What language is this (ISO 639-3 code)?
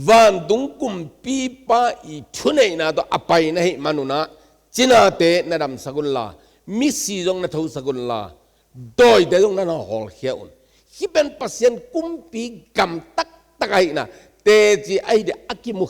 ctd